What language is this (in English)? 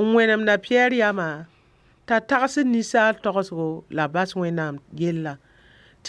Mossi